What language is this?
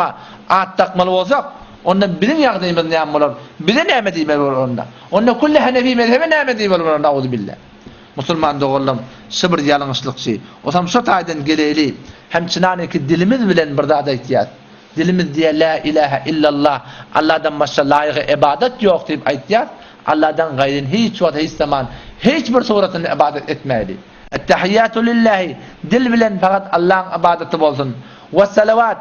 Turkmen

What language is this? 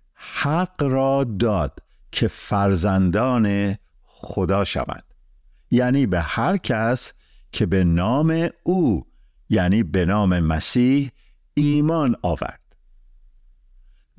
Persian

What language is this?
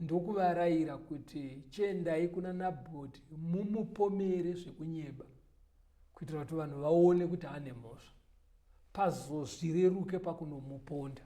Shona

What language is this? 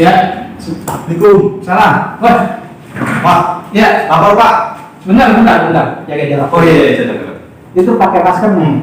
Betawi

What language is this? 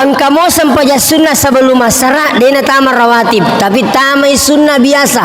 Buginese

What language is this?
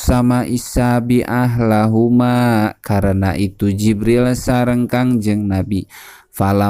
Sundanese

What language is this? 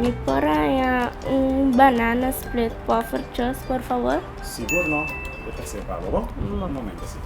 Papiamento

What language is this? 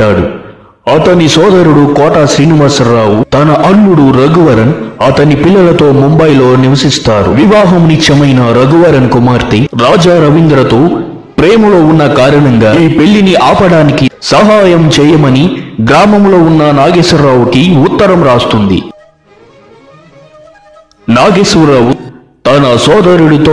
Telugu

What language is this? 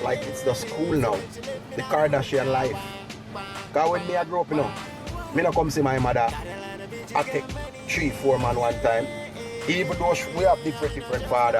Jamaican Creole English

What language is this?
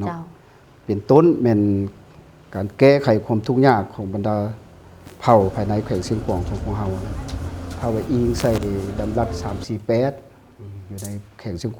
Lao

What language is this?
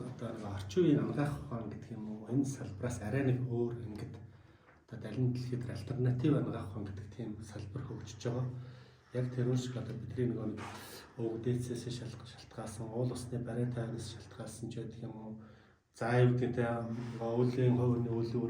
Mongolian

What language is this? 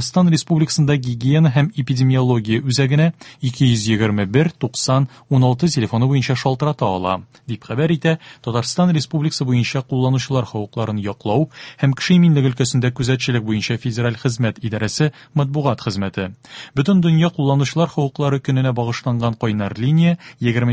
Tatar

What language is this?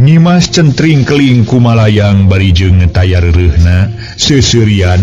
Sundanese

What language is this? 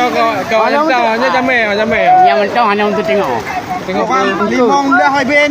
Achinese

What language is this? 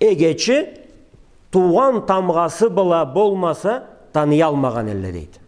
Karachay-Balkar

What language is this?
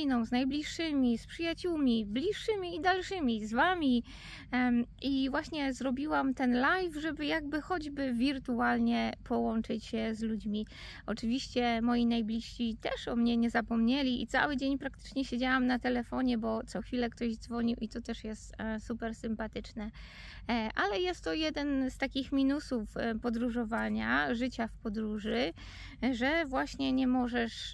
Polish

